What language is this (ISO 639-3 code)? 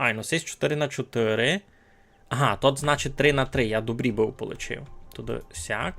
rue